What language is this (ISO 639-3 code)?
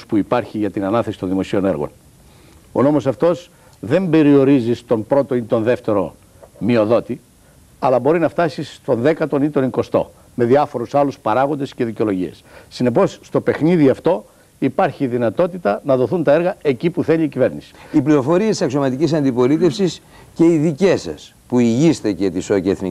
ell